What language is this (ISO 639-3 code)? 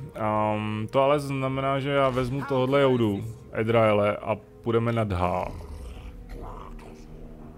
ces